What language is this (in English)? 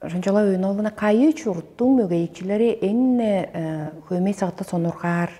Tuvinian